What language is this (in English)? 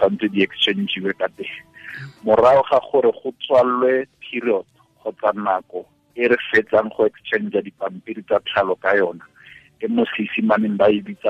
Tswana